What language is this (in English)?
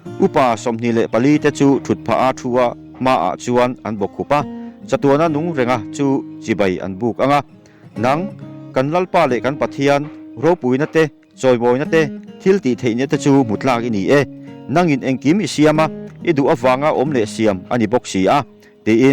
Mizo